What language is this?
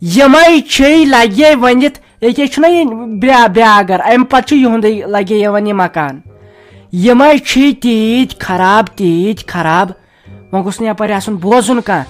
Kashmiri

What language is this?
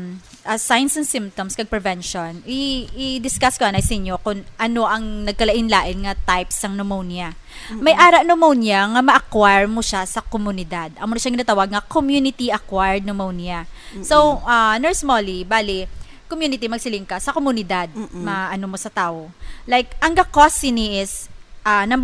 Hiligaynon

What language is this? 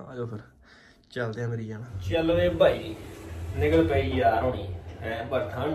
Punjabi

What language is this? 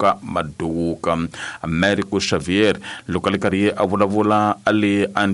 Tsonga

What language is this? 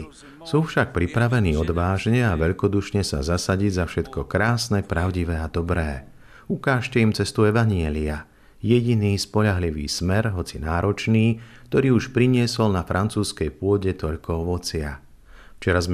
Slovak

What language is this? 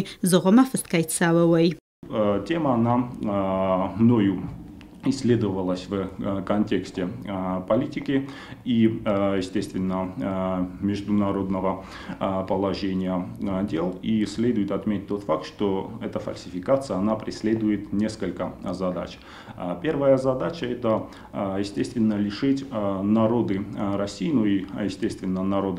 Ossetic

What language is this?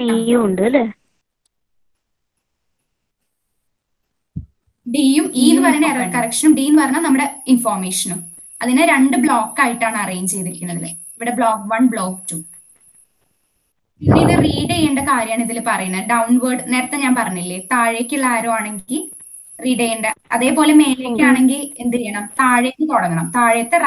Malayalam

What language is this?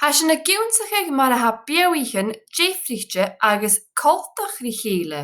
Scottish Gaelic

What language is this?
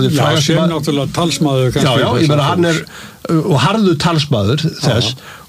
Icelandic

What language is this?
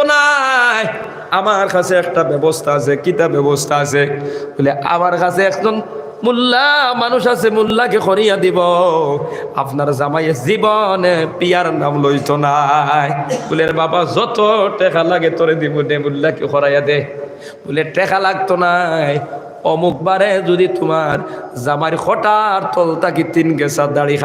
Sylheti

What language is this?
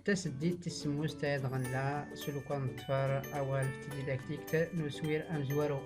Tachelhit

